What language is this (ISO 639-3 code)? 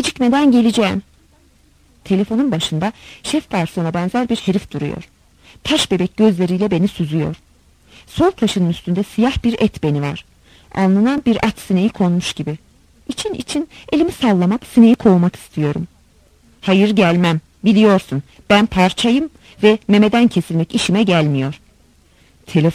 tur